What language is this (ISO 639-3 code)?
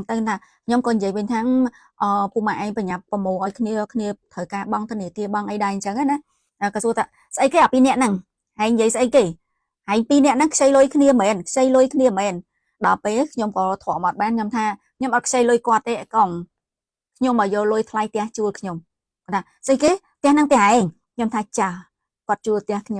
khm